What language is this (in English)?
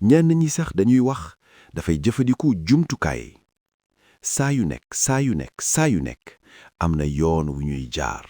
Wolof